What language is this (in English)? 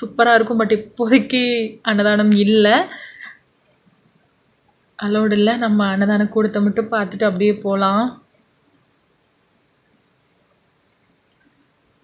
Tamil